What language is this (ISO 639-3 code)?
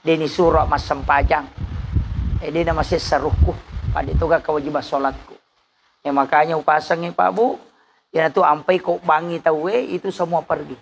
bug